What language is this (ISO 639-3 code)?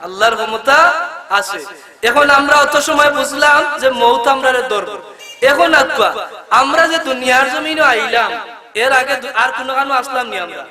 syl